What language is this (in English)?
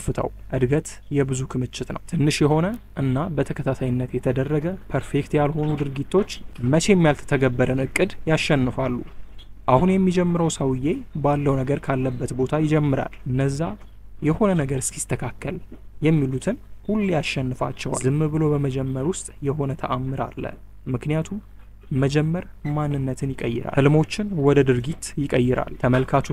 Amharic